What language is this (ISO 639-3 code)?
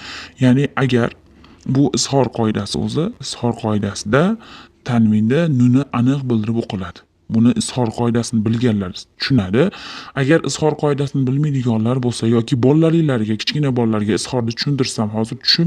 uzb